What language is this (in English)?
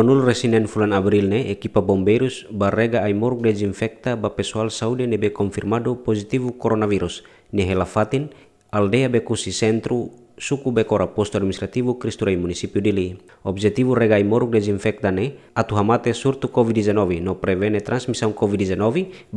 Tetum